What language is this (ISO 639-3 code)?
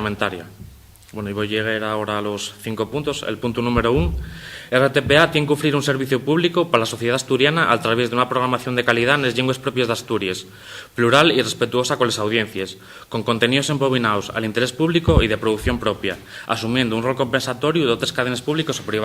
ast